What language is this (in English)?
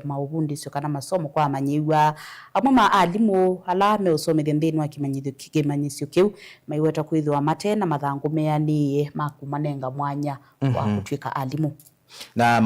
Kamba